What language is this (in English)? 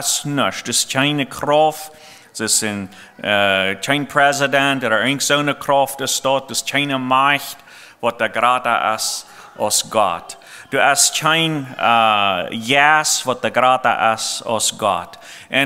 Plautdietsch